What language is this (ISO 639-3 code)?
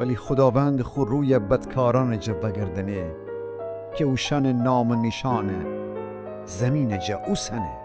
glk